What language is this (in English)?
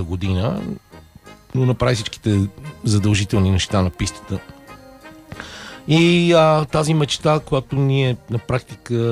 Bulgarian